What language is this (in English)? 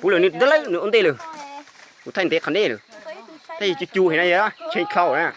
Hmong